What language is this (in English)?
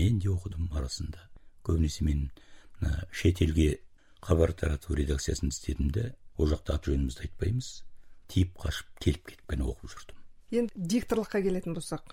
Kazakh